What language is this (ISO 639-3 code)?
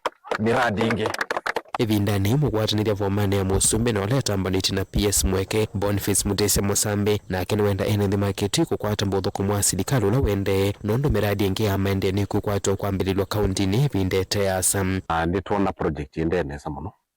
kam